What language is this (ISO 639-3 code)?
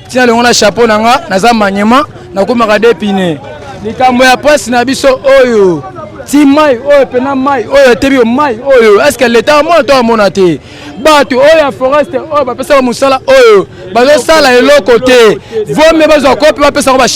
lin